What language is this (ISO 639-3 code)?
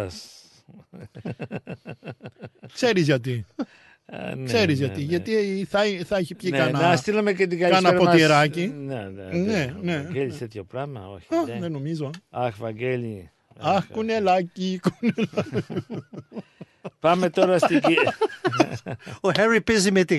ell